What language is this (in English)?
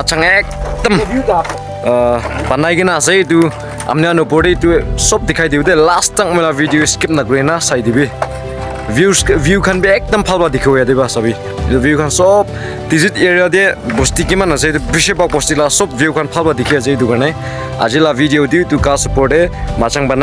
Naga Pidgin